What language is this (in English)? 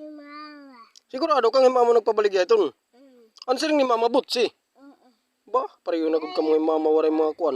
Waray